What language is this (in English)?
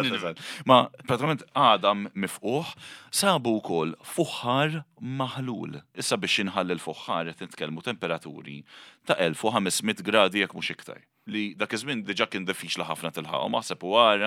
Maltese